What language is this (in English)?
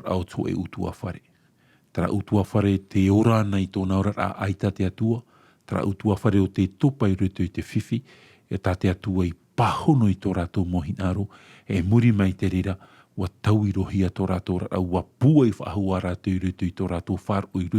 Tahitian